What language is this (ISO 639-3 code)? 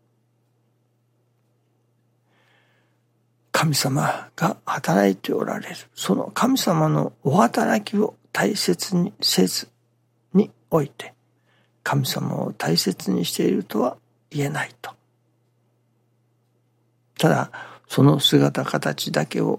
jpn